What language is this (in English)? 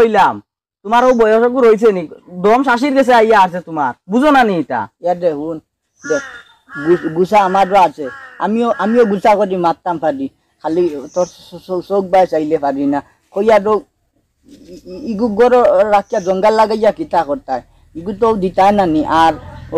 Sylheti